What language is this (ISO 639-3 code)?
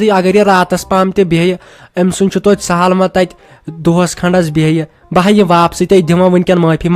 kas